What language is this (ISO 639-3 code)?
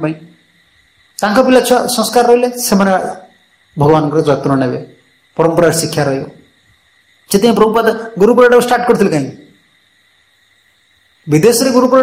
ori